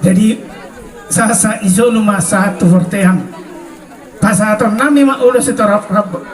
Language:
Batak Toba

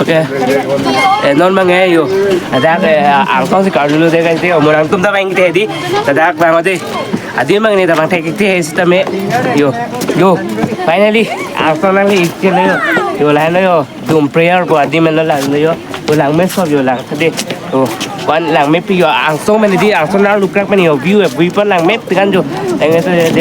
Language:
Karbi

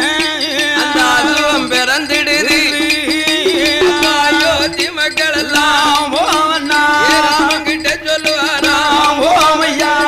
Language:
Tamil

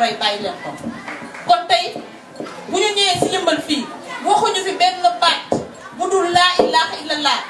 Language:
Wolof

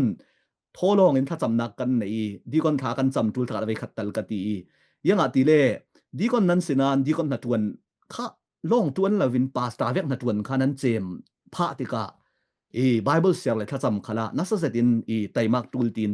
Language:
Falam Chin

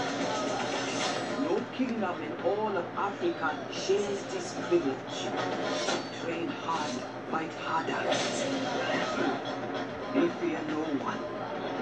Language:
English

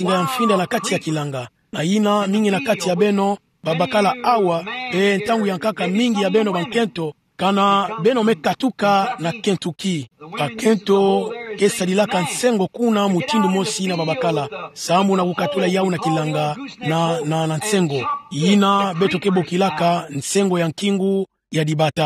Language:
Kituba (Democratic Republic of Congo)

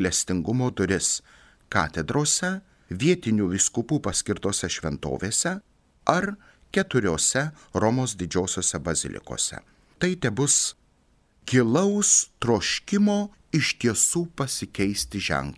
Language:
Lithuanian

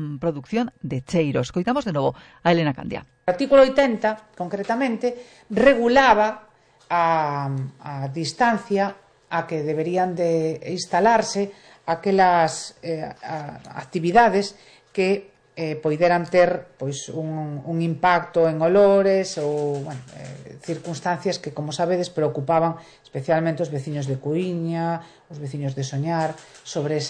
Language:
Galician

